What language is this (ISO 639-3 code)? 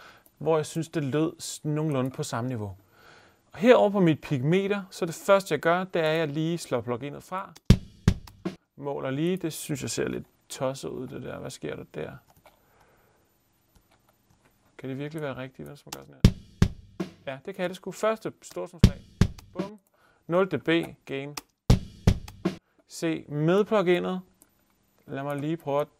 dan